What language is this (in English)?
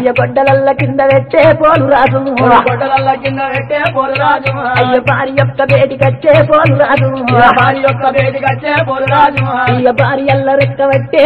Telugu